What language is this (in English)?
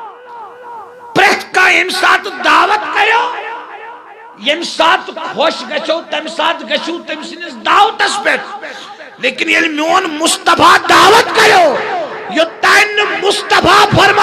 Kashmiri